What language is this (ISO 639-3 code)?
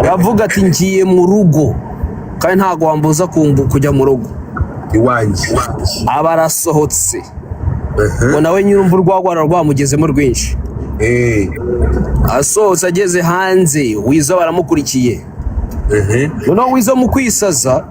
kin